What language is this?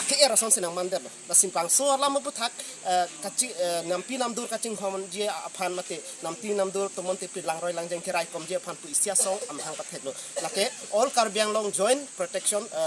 Karbi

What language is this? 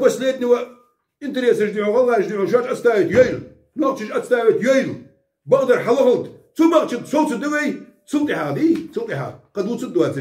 Ingush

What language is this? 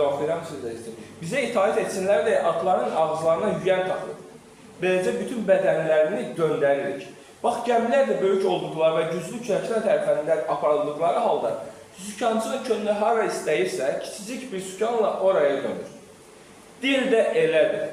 Azerbaijani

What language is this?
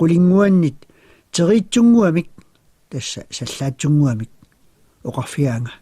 Kalaallisut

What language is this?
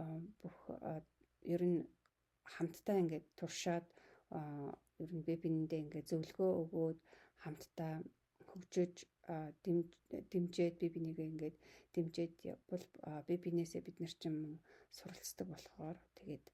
Mongolian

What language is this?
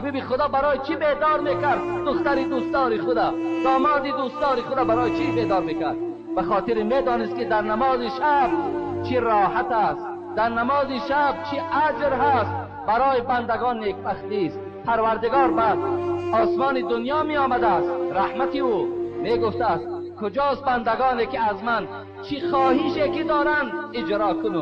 Tajik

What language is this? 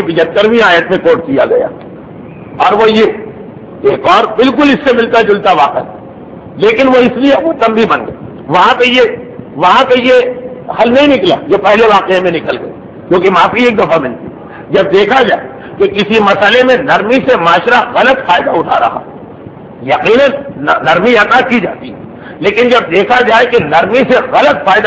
Urdu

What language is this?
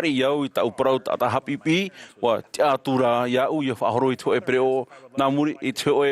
Tahitian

